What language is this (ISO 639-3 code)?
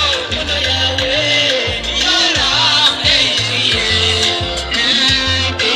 nyn